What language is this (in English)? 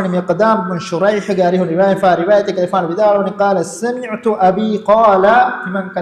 Divehi